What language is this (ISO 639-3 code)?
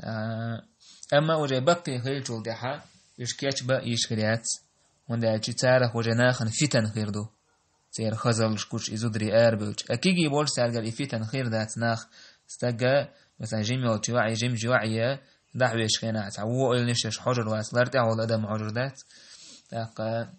che